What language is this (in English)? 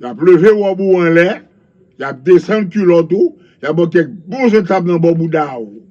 Haitian Creole